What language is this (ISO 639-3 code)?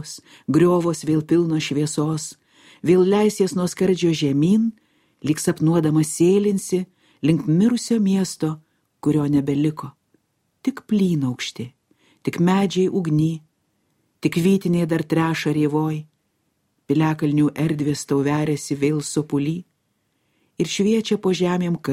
lit